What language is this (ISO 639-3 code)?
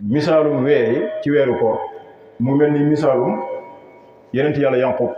wol